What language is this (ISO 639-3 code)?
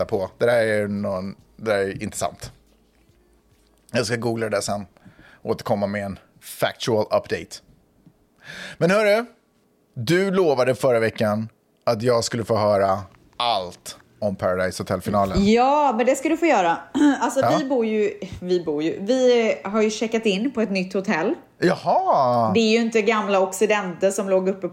swe